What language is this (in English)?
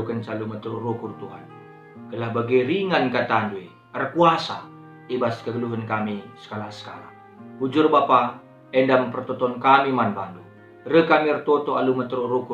Batak Karo